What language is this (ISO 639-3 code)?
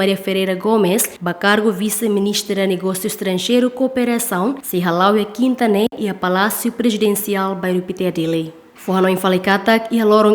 tet